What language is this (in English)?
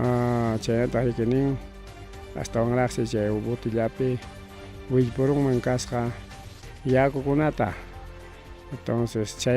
Ayacucho Quechua